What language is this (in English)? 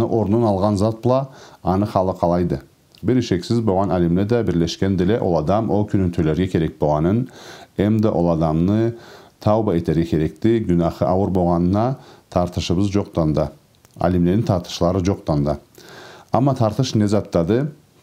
Karachay-Balkar